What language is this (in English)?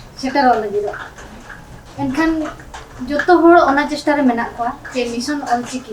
Santali